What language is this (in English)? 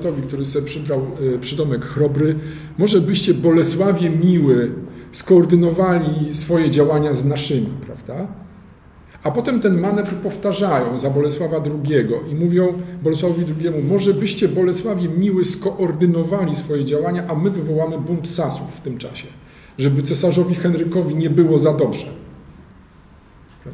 Polish